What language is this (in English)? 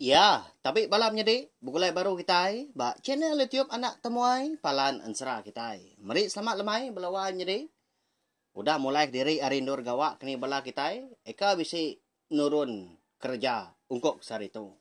Iban